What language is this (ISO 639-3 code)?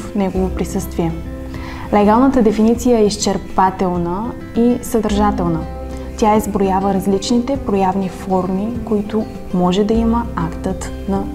bul